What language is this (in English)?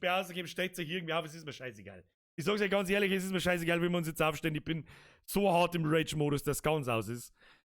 Bavarian